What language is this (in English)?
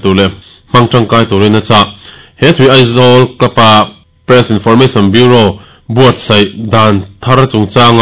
Mizo